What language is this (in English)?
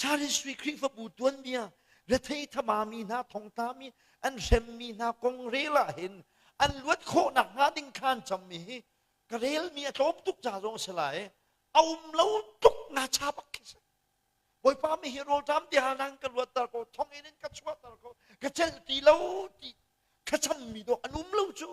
Hakha Chin